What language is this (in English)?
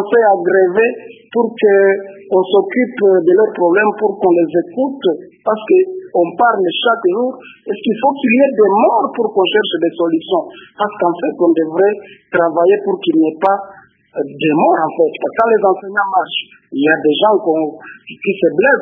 French